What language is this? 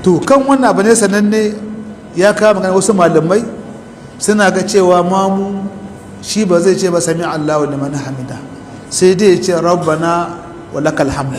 Hausa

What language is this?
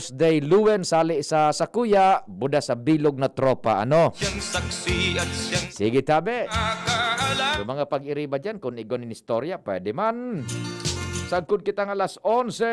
Bikol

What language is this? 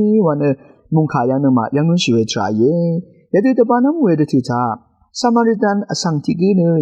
Rawang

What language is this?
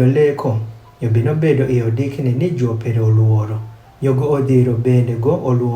Adhola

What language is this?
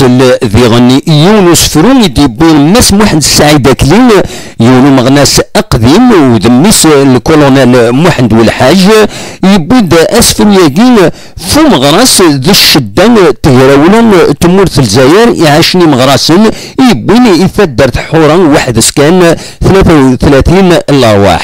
Kabyle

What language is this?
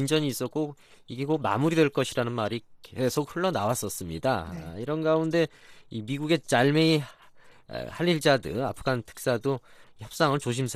Korean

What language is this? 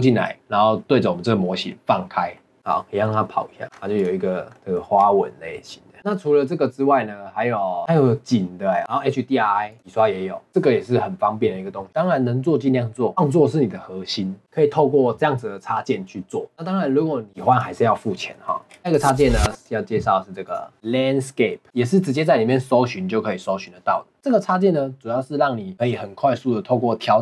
Chinese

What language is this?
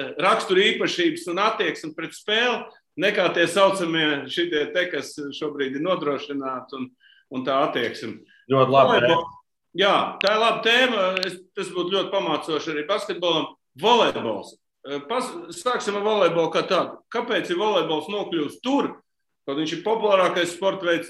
Latvian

